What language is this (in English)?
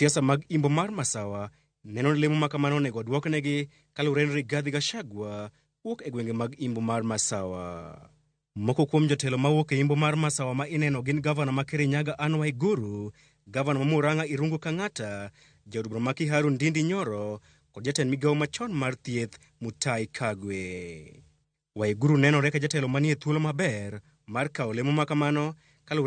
Luo (Kenya and Tanzania)